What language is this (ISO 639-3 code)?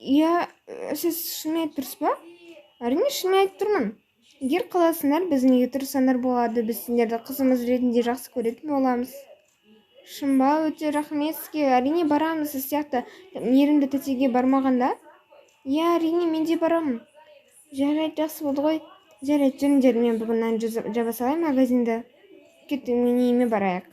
kaz